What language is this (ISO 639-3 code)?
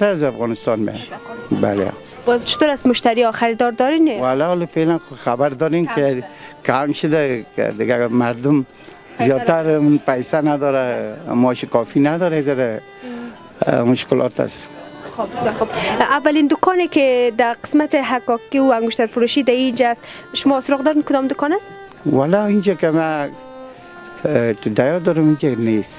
fas